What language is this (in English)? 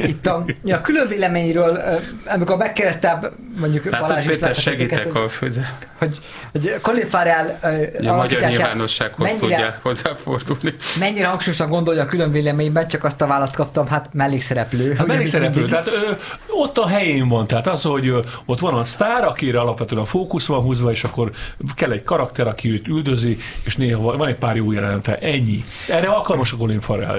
Hungarian